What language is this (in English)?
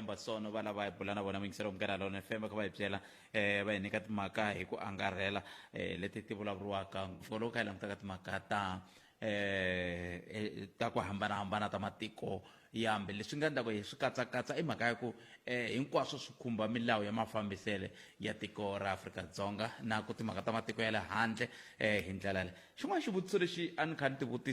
Tsonga